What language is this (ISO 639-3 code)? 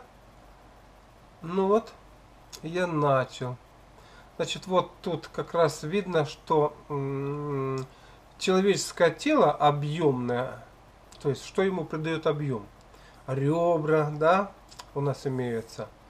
rus